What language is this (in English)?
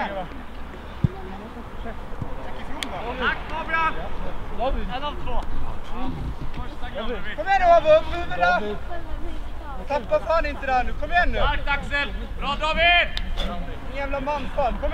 Swedish